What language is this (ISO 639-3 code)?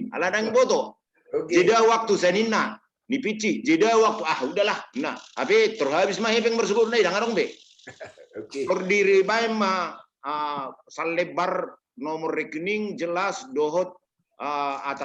bbc